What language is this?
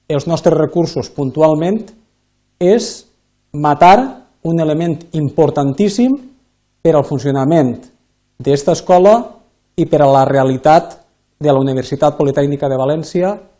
Catalan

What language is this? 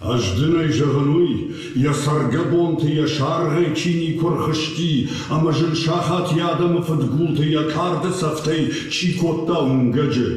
Ossetic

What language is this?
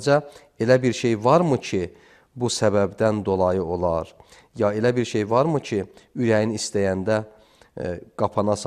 Azerbaijani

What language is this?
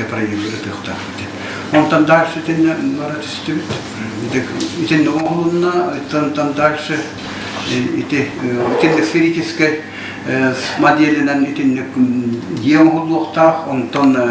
Yakut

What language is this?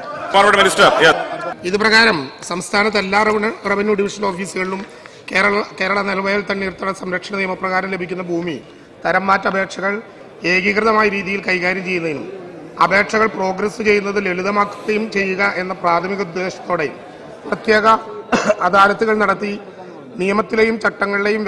Malayalam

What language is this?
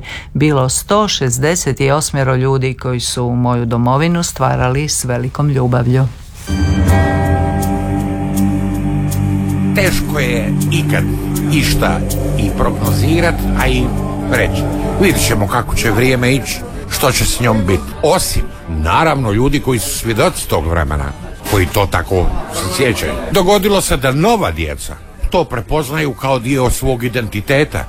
Croatian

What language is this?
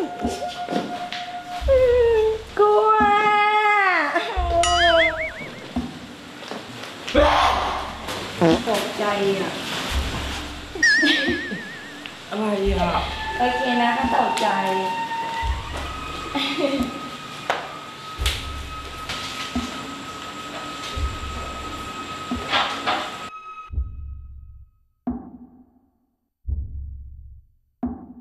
Thai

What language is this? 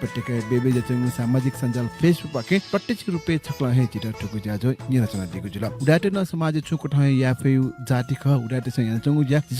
Newari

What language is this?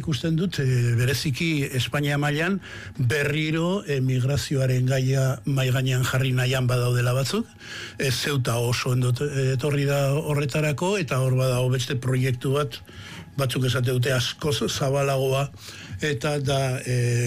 Basque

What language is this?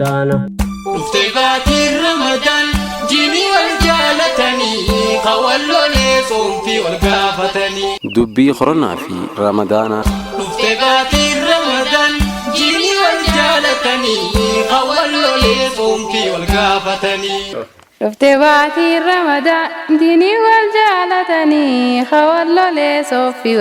Oromo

